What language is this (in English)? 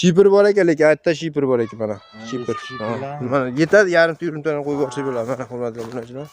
Uzbek